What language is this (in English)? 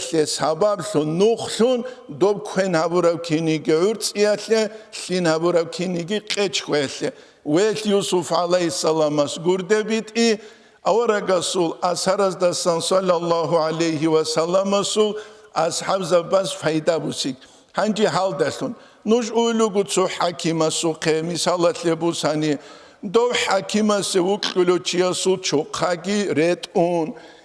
Avaric